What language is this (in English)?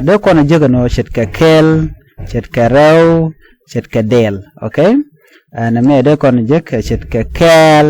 Nuer